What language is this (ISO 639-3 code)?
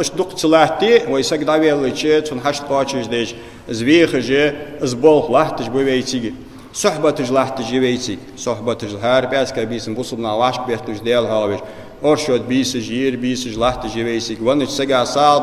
inh